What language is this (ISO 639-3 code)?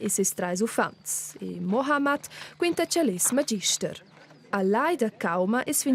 roh